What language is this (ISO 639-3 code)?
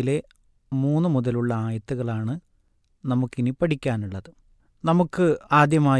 mal